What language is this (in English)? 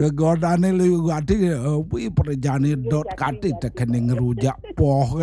Balinese